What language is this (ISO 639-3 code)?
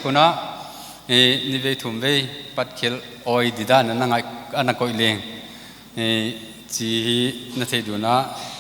pck